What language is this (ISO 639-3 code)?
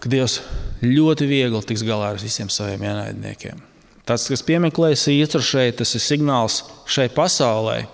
lav